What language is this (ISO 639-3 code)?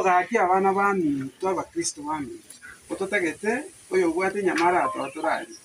guz